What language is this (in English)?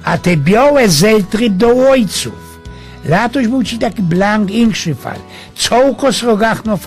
Silesian